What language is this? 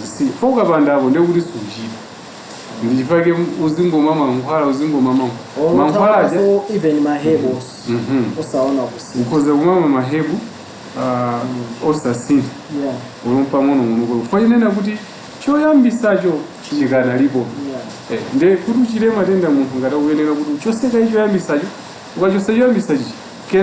Nyanja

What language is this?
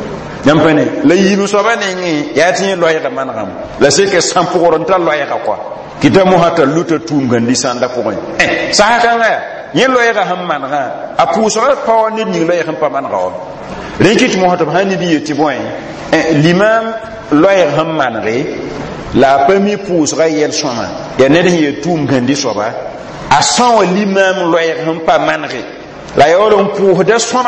Mossi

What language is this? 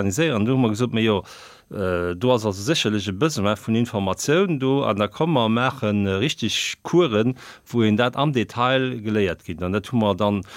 Luxembourgish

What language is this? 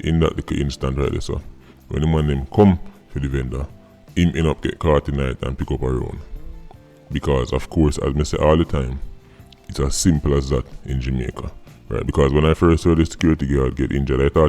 Jamaican Creole English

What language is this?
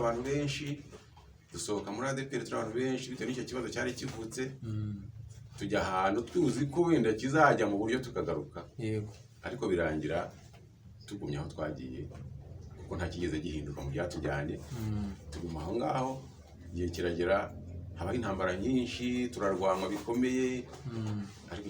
Kinyarwanda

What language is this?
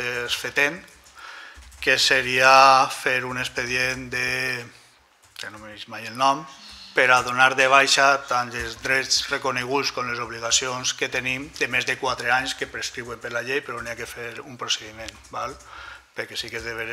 Catalan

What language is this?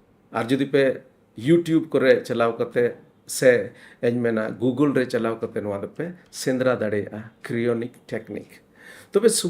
Santali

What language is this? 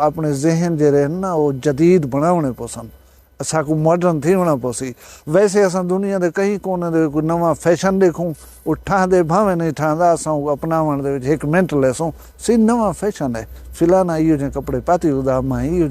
Saraiki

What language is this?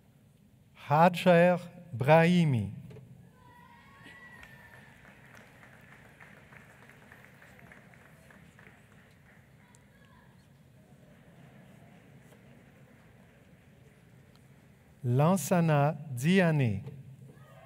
French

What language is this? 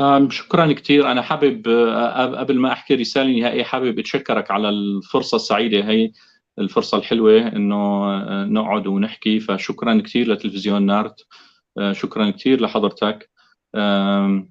North Levantine Arabic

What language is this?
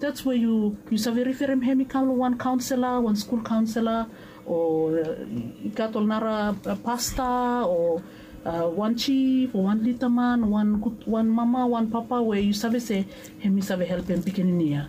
Bislama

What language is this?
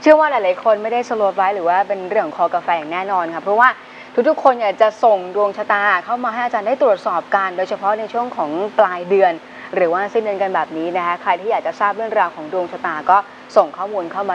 Thai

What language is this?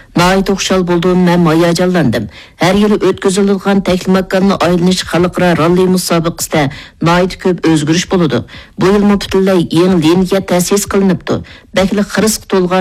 Uyghur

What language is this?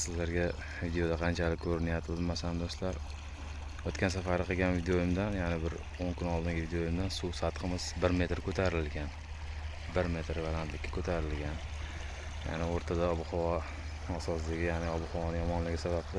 Uzbek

